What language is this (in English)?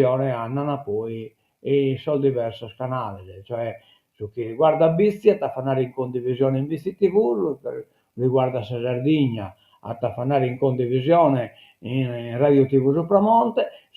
Sardinian